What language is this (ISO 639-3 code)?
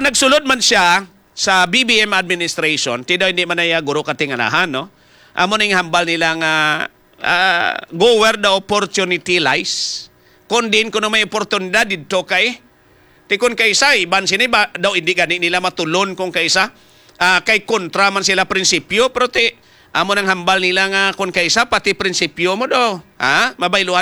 hil